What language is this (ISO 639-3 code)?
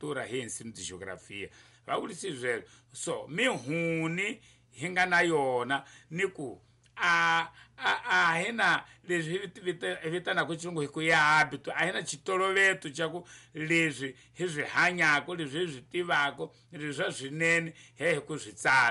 tso